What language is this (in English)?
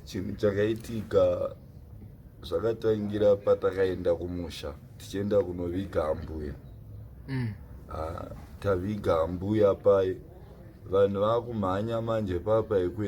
Shona